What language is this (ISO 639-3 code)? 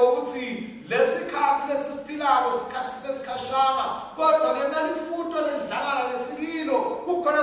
ssw